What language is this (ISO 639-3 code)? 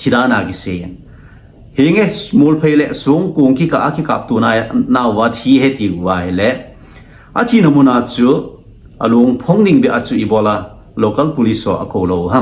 tcz